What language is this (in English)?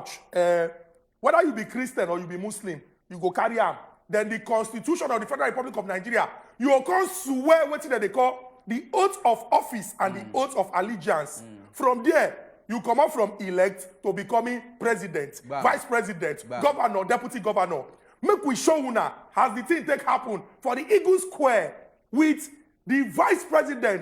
Nigerian Pidgin